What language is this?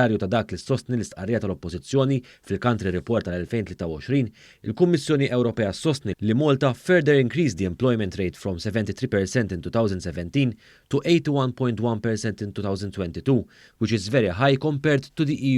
Maltese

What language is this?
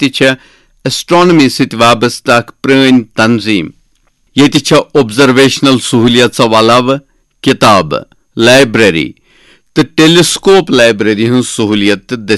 Kashmiri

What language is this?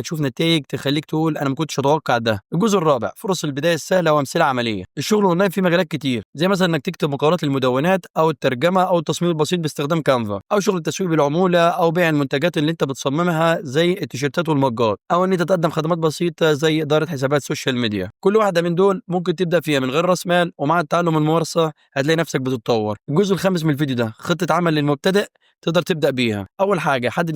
Egyptian Arabic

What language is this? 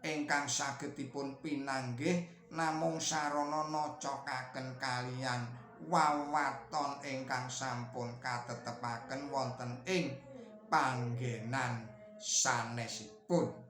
Javanese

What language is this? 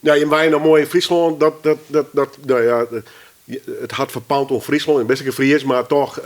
Western Frisian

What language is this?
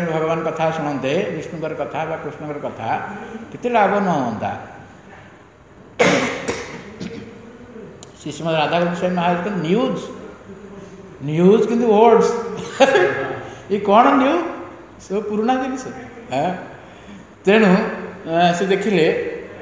Odia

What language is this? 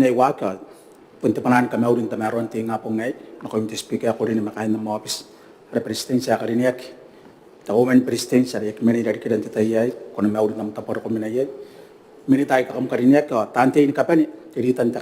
Gilbertese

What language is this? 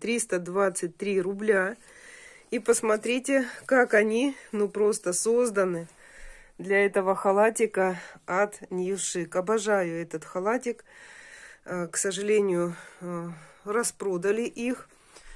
Russian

